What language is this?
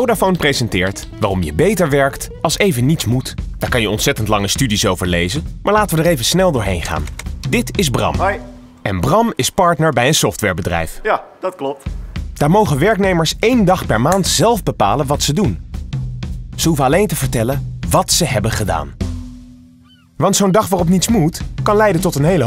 Dutch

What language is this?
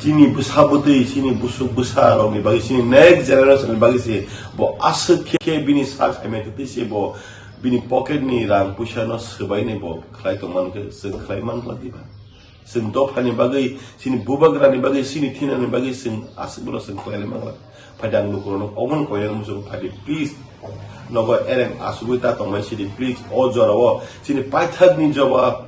Kok Borok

